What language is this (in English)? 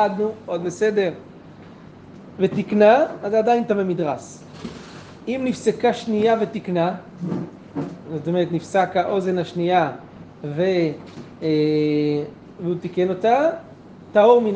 Hebrew